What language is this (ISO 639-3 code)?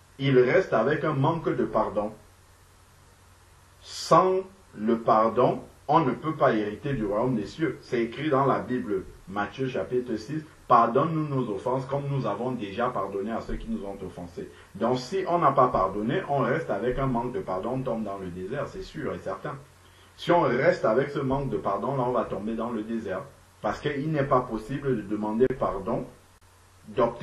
fra